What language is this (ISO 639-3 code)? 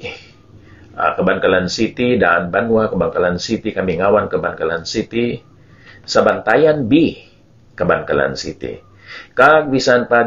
hil